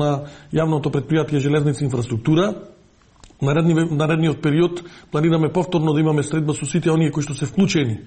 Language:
Macedonian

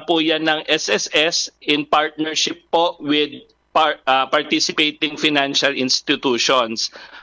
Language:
Filipino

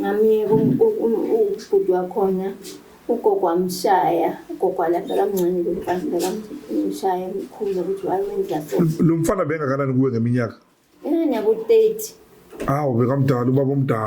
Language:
Zulu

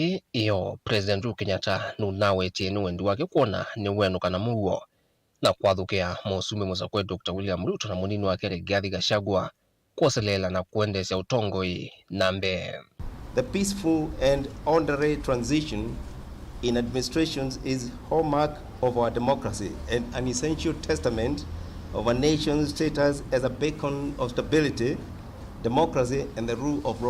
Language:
Kamba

